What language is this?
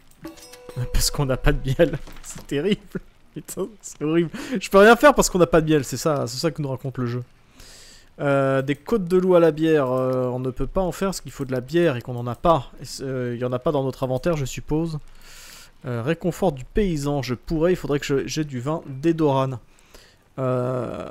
French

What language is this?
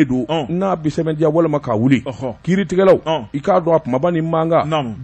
Bambara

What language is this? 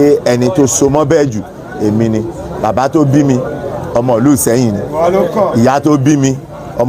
Yoruba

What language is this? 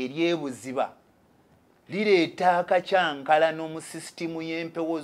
Ganda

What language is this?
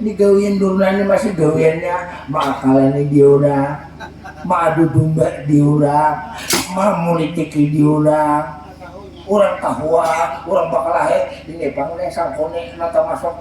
Banjar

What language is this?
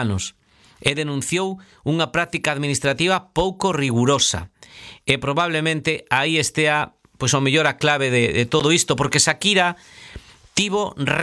Galician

